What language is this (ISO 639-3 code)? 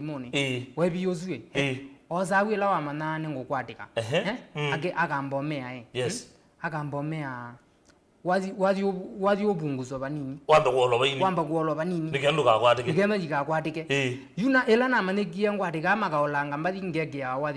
kam